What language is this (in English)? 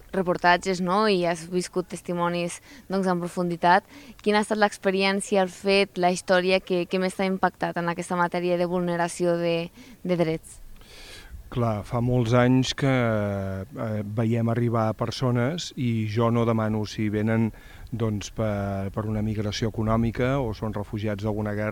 Catalan